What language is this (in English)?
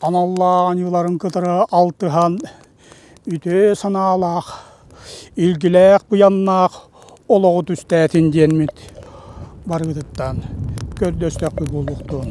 Yakut